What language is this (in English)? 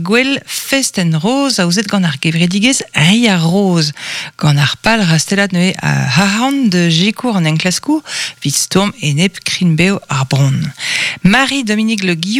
Breton